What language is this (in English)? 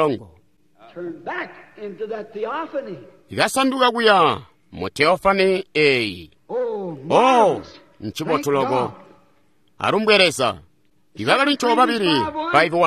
Tonga (Zambia)